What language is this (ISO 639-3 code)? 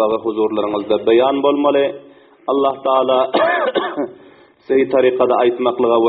tuk